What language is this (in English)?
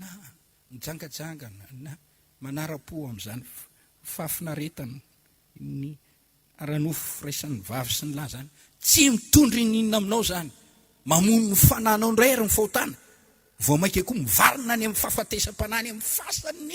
Malagasy